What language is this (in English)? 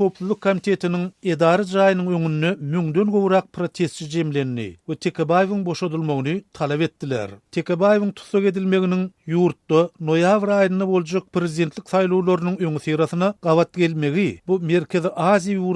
Turkmen